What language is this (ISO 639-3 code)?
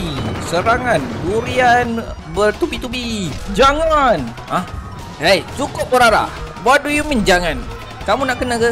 msa